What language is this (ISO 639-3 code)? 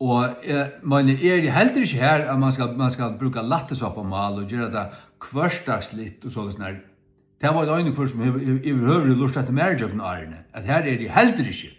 fao